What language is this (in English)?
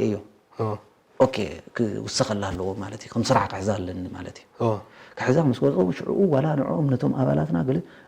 Tigrinya